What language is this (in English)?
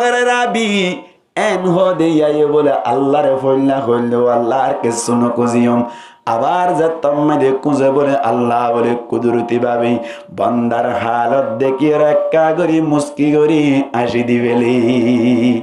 Rohingya